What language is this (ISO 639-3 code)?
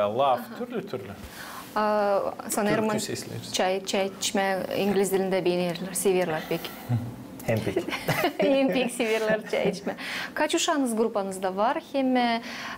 gag